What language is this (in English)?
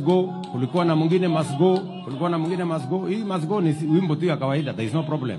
Swahili